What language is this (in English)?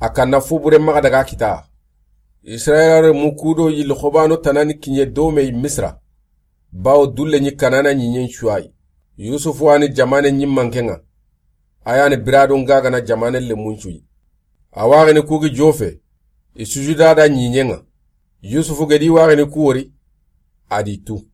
Soninke